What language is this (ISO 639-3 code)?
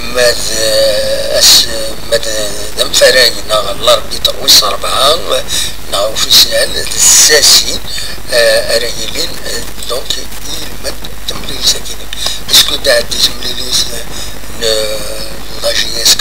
kab